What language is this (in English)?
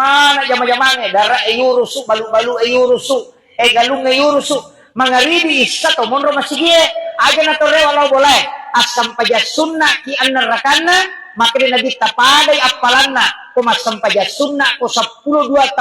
Buginese